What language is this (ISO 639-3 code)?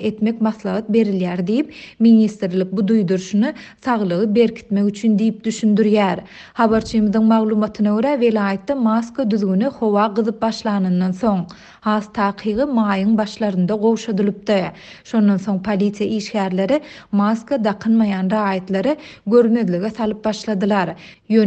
tuk